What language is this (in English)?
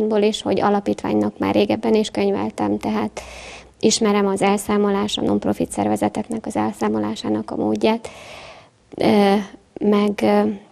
Hungarian